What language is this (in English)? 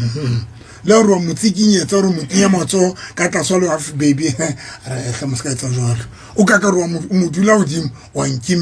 Southern Sotho